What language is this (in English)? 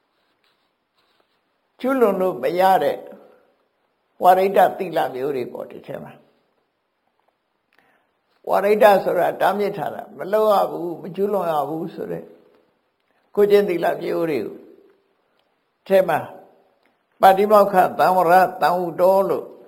Burmese